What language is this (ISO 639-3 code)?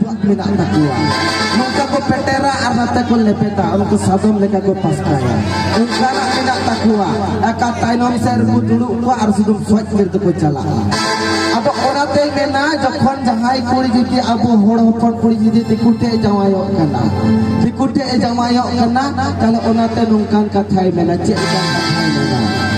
sat